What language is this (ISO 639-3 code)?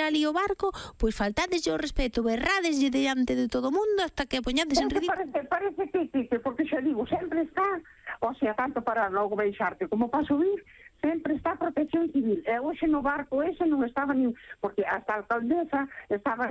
glg